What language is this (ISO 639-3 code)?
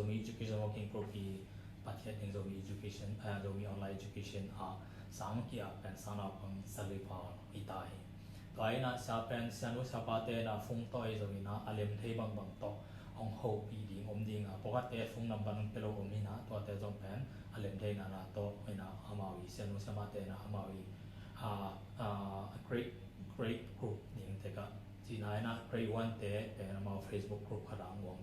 ctd